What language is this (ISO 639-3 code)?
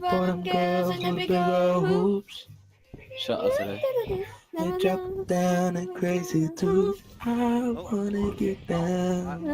mri